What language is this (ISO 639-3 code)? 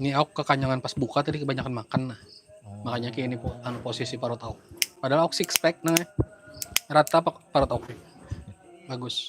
bjn